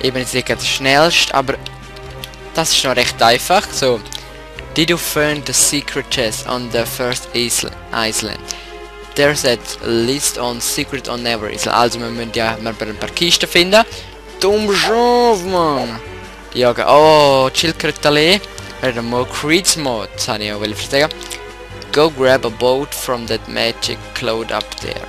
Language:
Swiss German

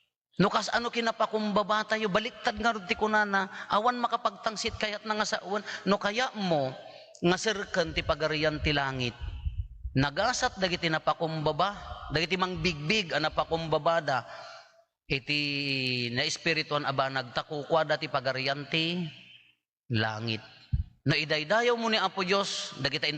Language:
Iloko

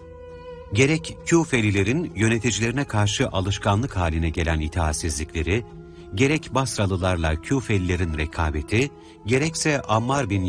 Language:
Turkish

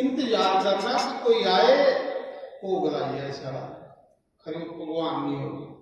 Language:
Dogri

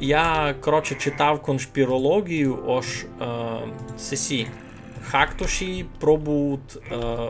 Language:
Rusyn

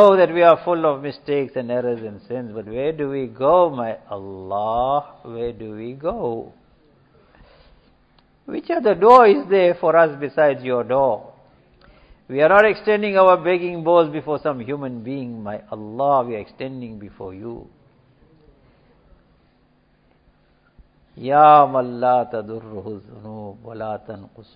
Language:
English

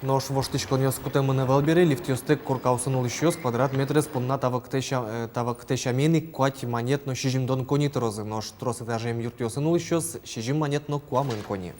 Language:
Udmurt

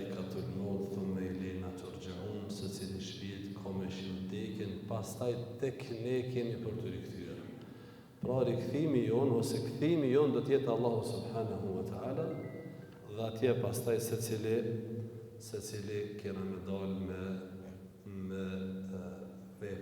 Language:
Albanian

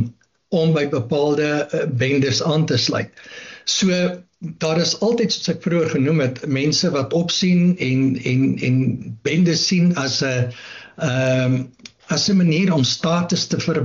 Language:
Afrikaans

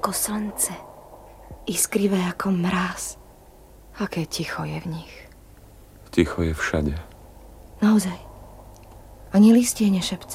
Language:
Slovak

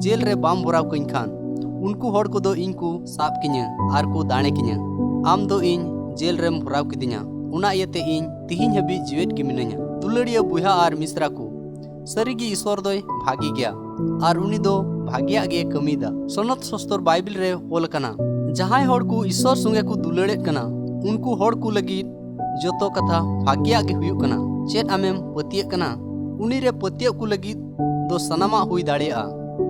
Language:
Santali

